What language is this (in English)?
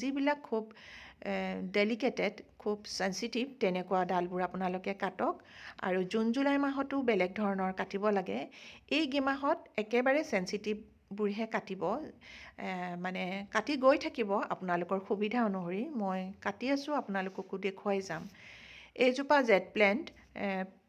Assamese